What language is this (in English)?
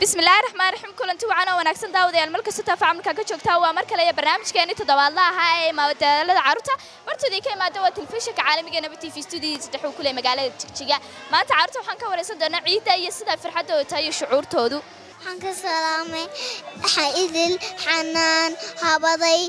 Somali